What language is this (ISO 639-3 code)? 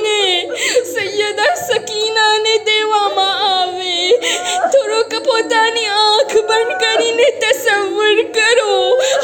guj